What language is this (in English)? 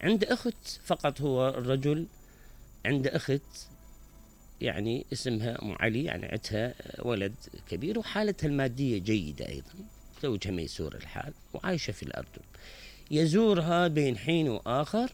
Mesopotamian Arabic